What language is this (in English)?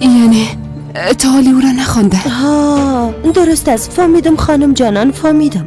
Persian